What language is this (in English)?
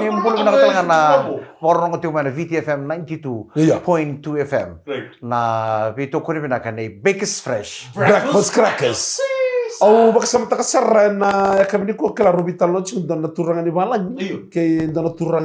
Fijian